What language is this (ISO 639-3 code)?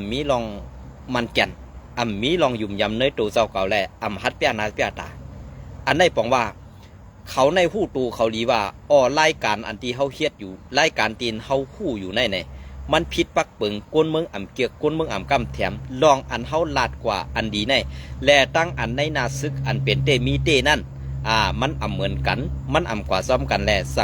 shn